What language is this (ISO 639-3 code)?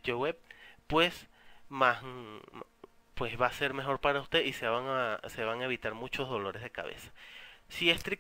spa